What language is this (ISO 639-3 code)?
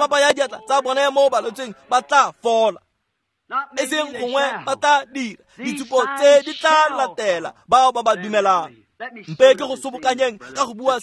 tsn